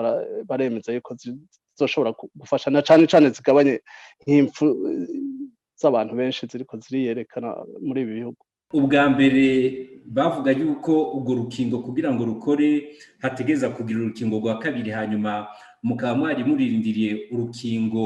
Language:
Rundi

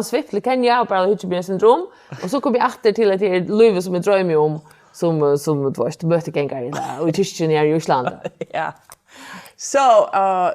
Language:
Faroese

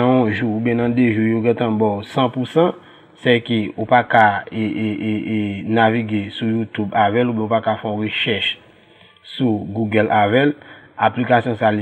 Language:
Haitian Creole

